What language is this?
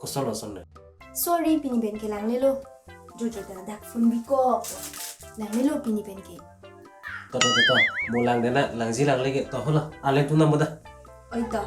Karbi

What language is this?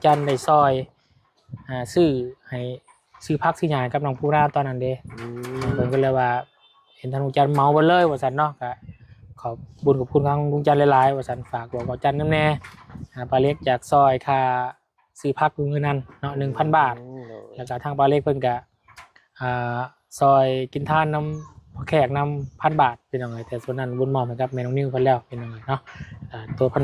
Lao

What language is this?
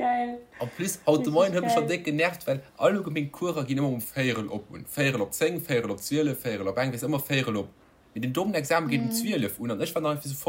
Luxembourgish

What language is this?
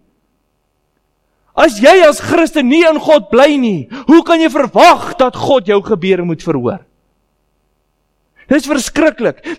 Afrikaans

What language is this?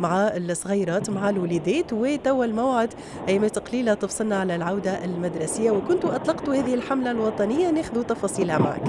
Tunisian Arabic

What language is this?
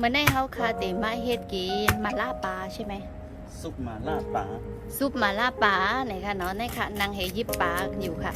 Shan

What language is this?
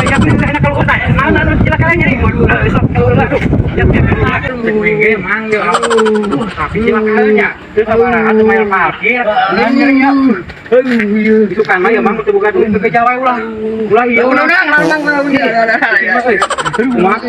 Sundanese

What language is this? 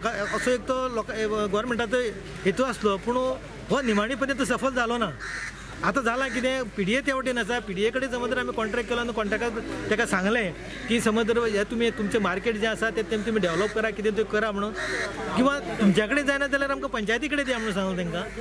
Konkani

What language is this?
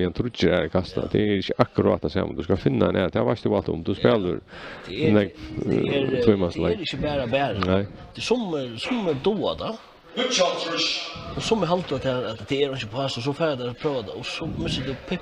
Faroese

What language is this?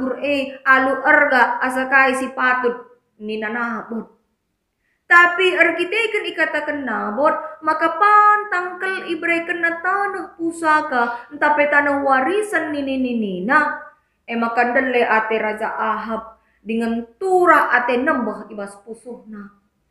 Batak Karo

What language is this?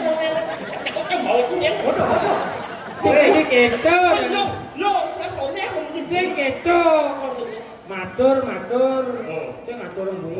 Balinese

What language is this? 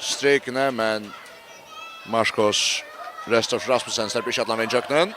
Faroese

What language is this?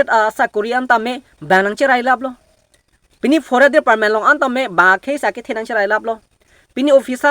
Karbi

